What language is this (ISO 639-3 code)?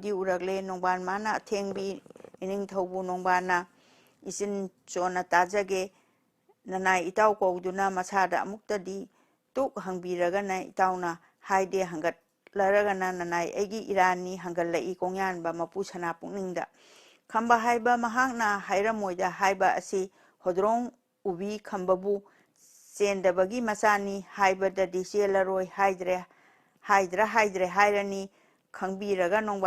mni